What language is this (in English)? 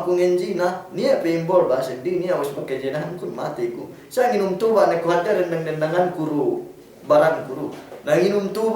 Yakan